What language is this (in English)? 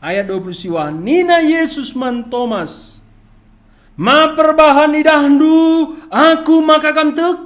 Batak Karo